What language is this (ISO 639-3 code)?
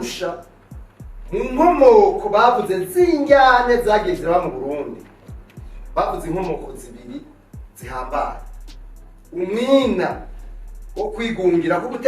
run